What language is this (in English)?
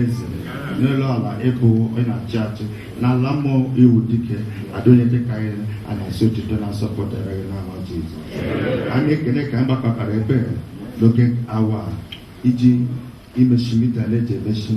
Igbo